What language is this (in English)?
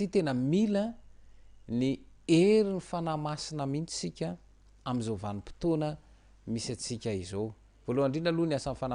Malagasy